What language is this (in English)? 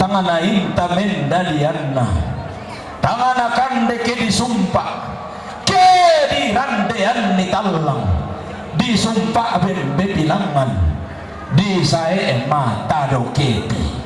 Toraja-Sa'dan